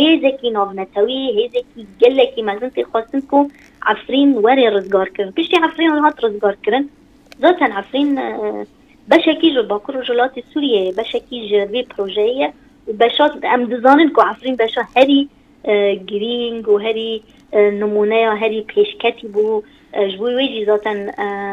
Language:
Kurdish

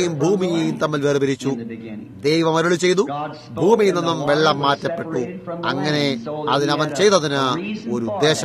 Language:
Malayalam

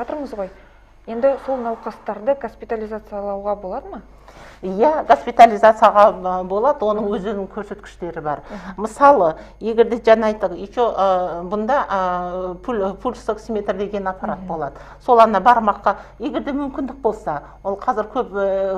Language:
Kazakh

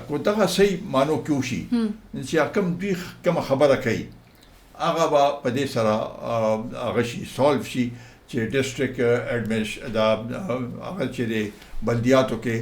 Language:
Pashto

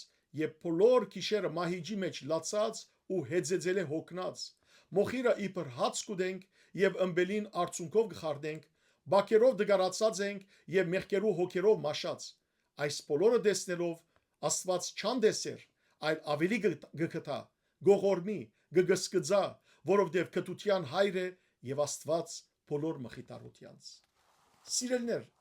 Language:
Western Armenian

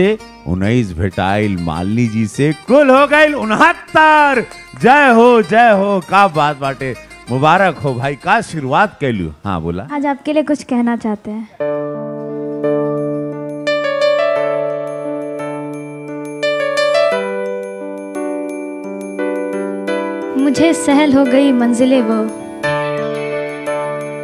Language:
Bhojpuri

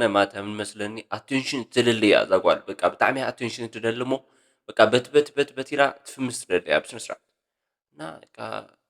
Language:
Tigrinya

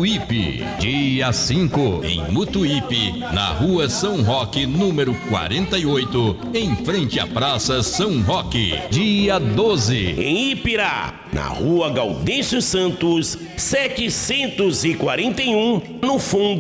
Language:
Portuguese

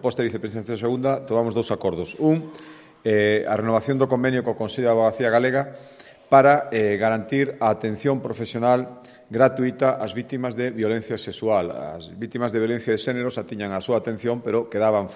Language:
Galician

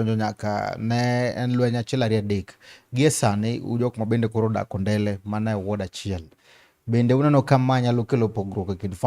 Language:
Luo (Kenya and Tanzania)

